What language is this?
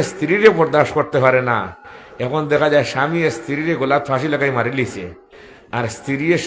Sylheti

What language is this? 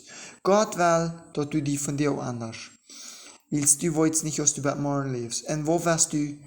Plautdietsch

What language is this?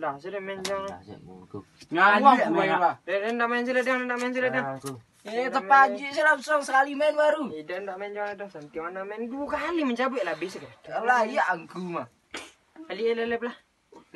Minangkabau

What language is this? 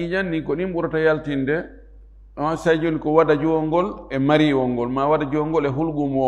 Fula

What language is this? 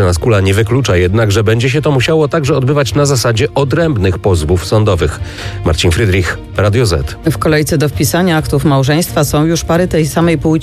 Polish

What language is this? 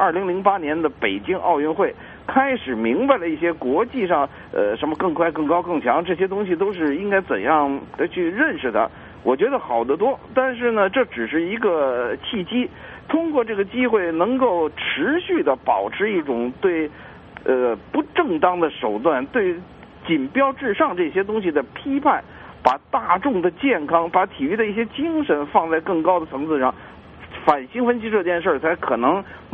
Chinese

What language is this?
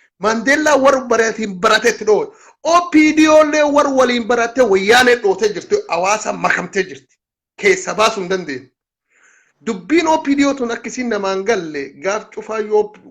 Oromo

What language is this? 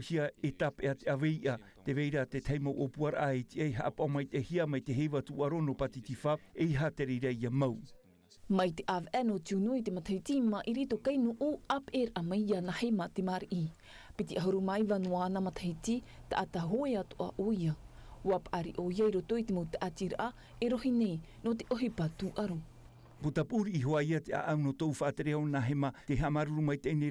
Tahitian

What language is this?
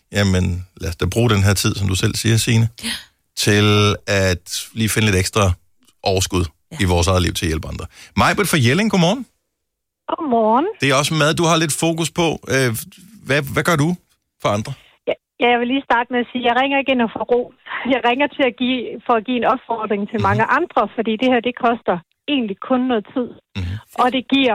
Danish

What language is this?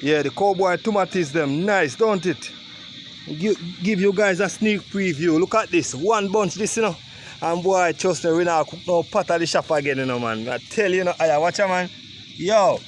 Jamaican Creole English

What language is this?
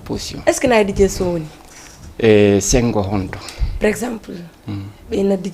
Fula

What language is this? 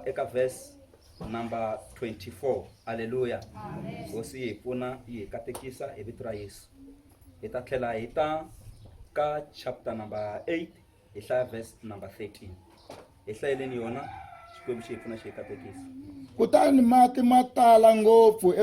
Tsonga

